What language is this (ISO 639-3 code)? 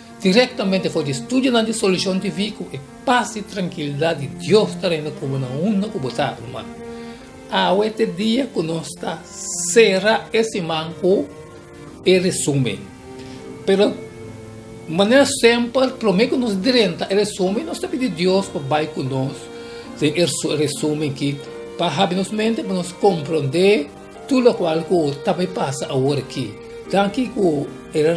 pap